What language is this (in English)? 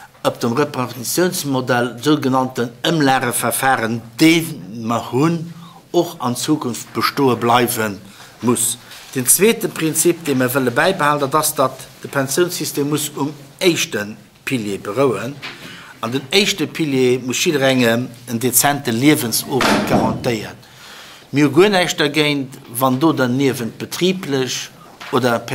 Luxembourgish